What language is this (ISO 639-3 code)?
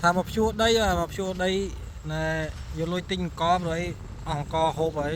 khm